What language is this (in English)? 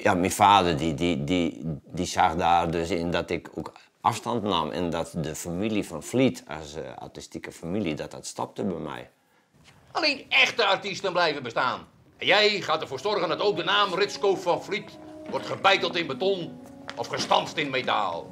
Western Frisian